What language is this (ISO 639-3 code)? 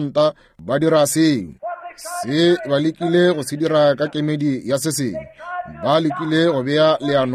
nso